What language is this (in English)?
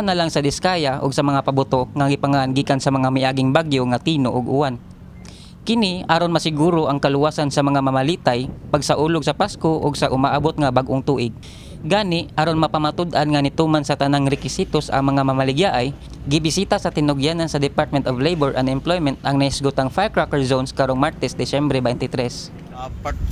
Cebuano